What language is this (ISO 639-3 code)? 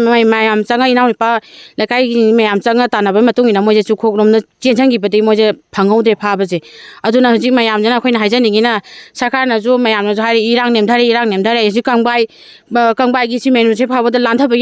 mni